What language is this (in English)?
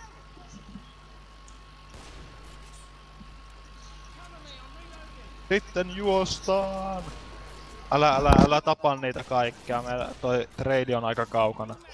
Finnish